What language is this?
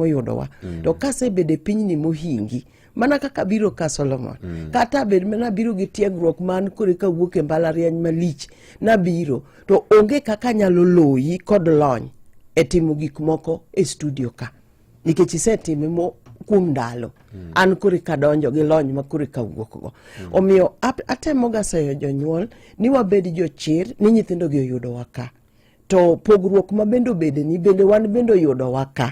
Luo (Kenya and Tanzania)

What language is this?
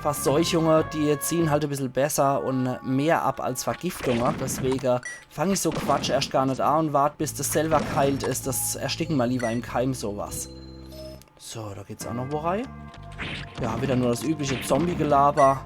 Palatine German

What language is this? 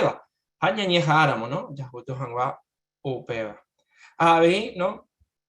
Guarani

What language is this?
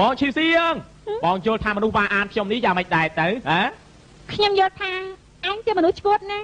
Khmer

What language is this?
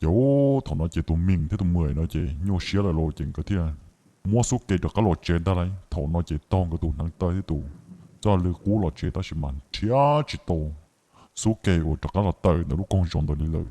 Hmong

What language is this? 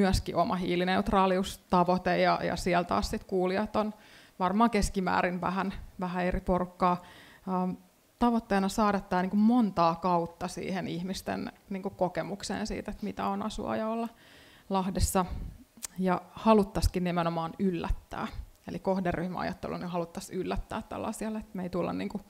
Finnish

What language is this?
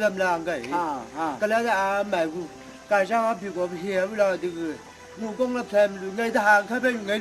Chang Naga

